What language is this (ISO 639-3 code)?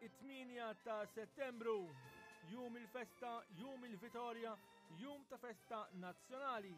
mlt